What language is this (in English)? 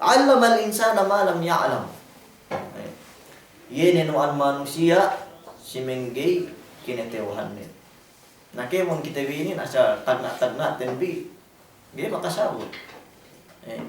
Yakan